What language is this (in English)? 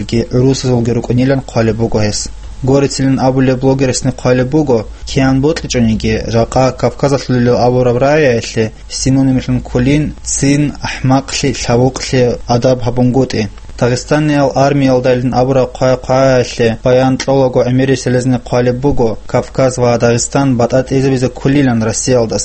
Avaric